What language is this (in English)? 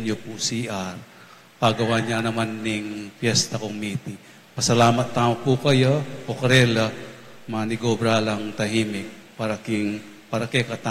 Pampanga